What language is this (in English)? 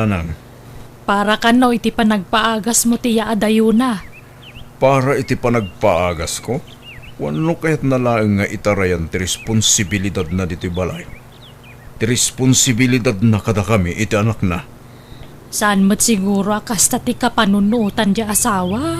Iloko